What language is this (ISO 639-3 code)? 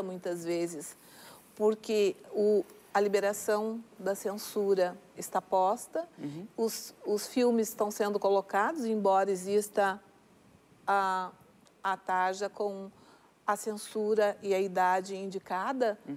por